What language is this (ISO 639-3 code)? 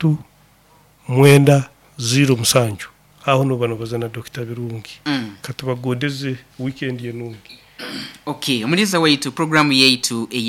nyo